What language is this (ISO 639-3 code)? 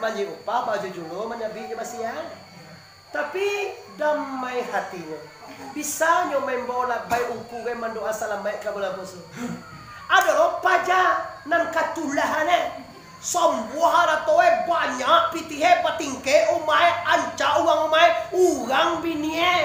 min